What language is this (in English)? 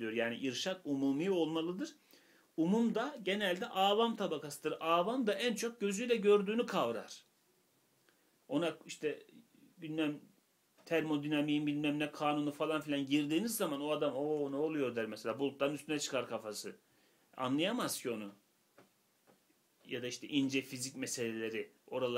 Turkish